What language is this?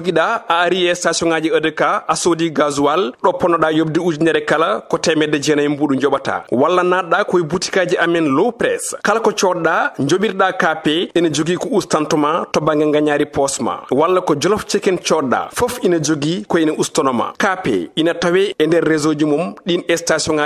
Fula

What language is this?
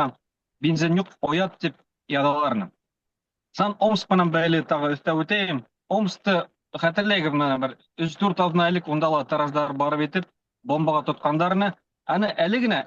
Bashkir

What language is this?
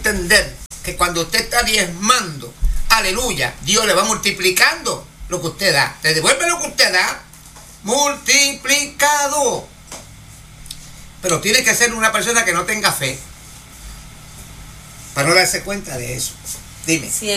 Spanish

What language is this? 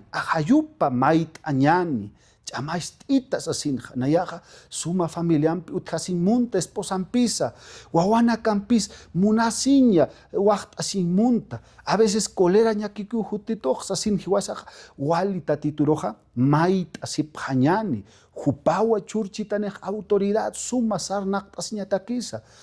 Aymara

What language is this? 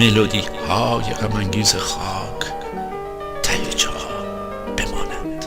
Gilaki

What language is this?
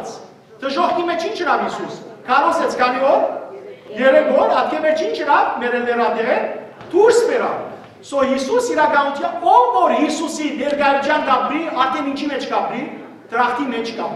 Western Armenian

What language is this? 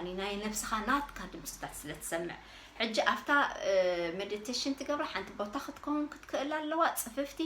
Tigrinya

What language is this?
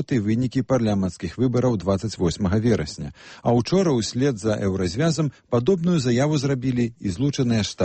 Belarusian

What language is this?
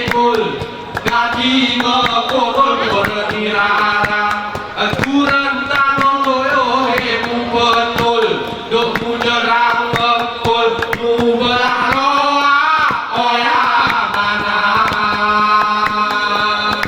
Gayo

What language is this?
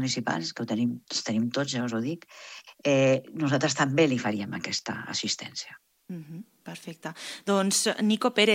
Catalan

